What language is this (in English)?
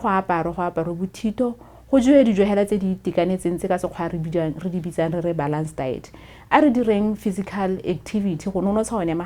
Tswana